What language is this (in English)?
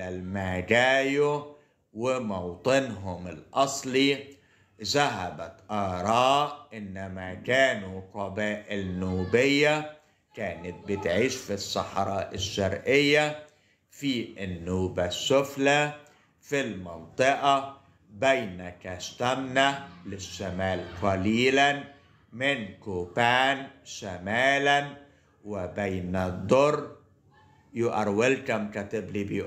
Egyptian Arabic